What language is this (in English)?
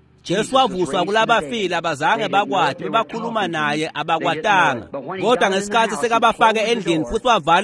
Swati